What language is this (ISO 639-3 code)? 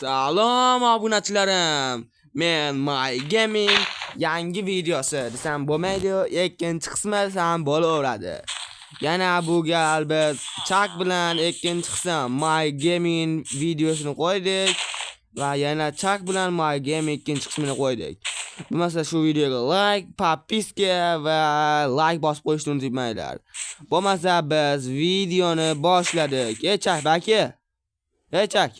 uzb